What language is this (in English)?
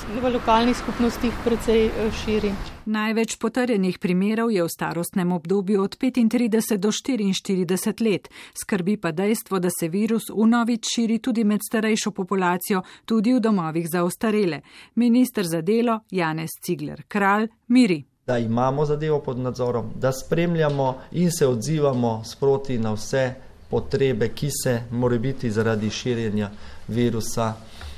Slovenian